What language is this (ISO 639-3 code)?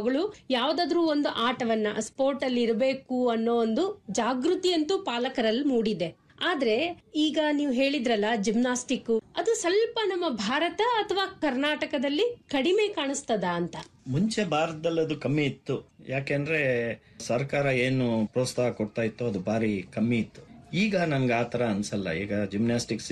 kan